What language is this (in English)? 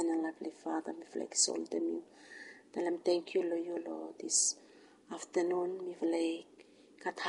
Bislama